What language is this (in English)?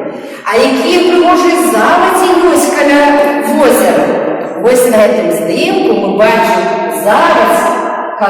Belarusian